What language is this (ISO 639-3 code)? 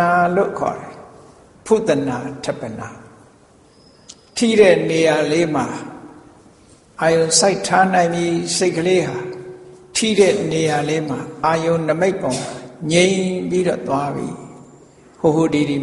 mya